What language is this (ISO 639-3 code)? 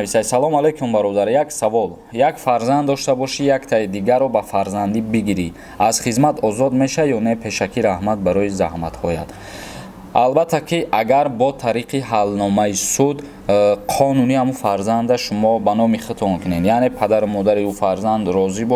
tgk